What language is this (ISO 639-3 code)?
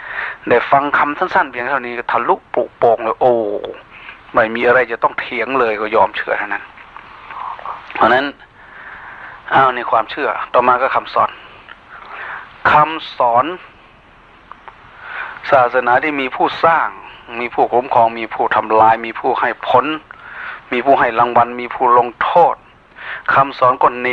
tha